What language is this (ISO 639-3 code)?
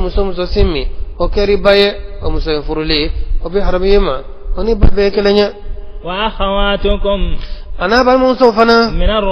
bam